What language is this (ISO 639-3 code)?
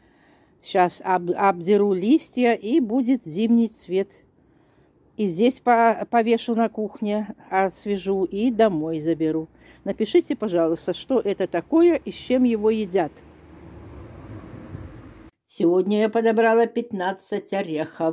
rus